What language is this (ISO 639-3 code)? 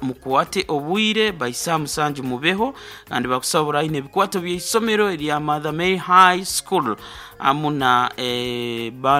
nyn